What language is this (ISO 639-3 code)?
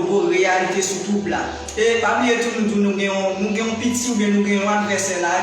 hat